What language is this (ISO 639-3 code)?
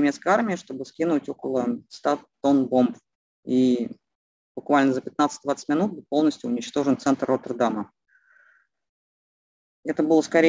rus